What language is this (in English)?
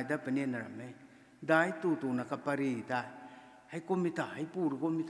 Rongmei Naga